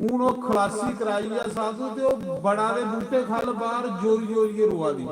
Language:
Dogri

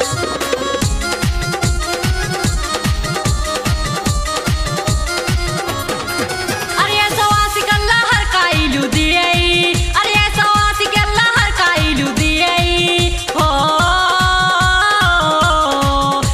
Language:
Bhojpuri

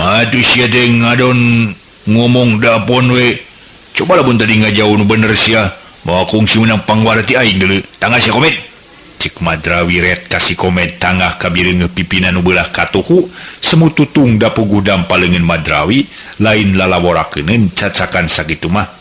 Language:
Sundanese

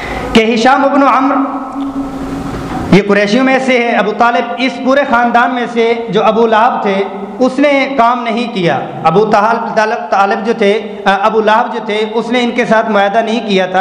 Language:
Urdu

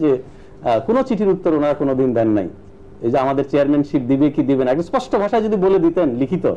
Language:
Bangla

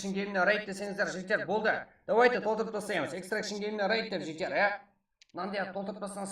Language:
Kara-Kalpak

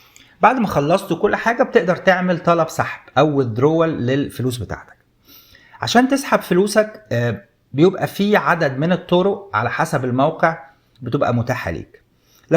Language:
Egyptian Arabic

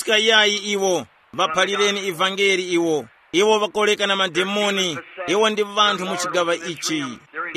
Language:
Tumbuka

